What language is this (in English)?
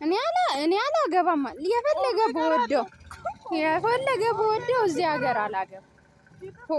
Amharic